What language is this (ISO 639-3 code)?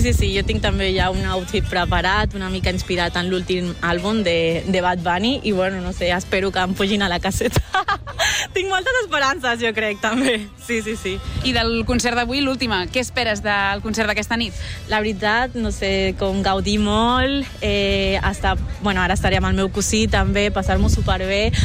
cat